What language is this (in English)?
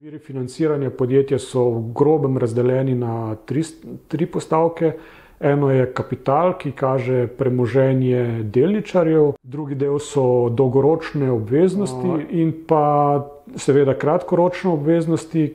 Slovenian